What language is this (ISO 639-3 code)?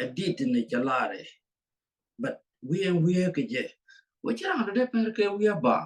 nus